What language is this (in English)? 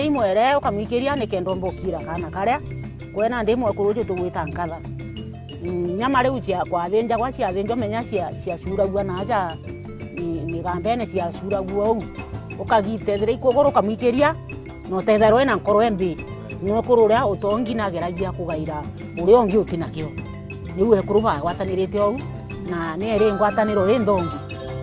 Meru